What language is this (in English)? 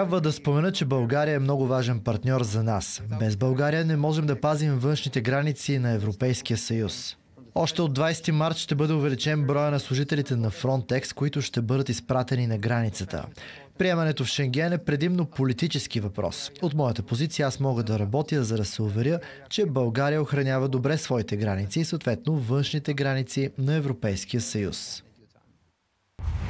Bulgarian